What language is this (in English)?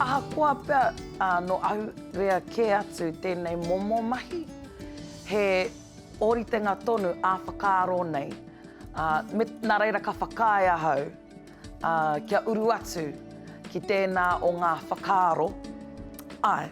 Māori